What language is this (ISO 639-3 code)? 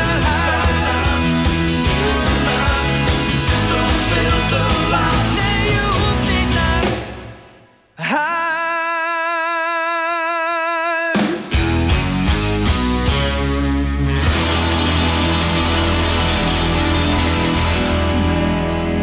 nld